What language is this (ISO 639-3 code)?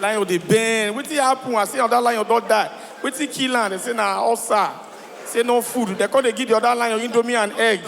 pcm